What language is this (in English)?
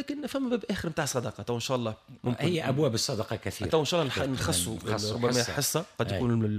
Tunisian Arabic